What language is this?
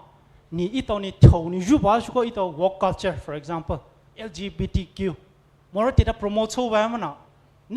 Poumei Naga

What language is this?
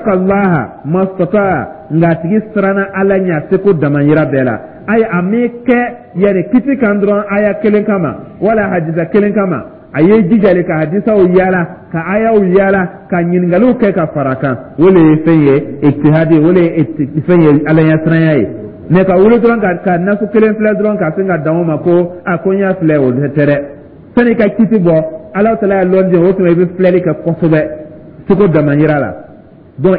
Dyula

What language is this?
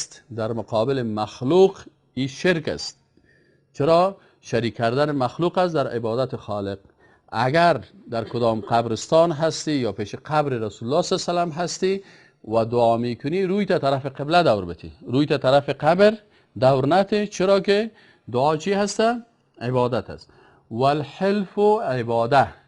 Persian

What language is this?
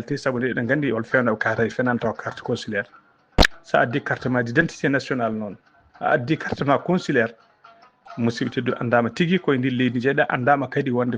Fula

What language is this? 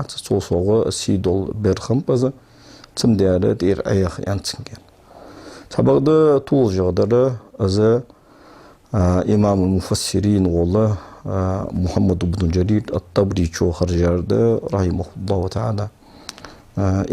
Ingush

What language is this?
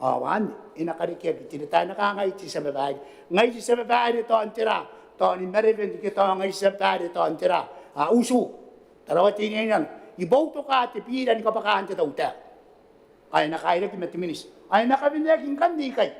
Gilbertese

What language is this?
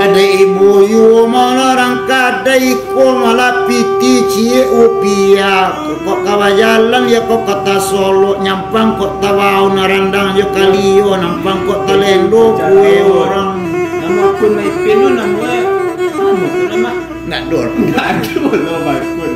Minangkabau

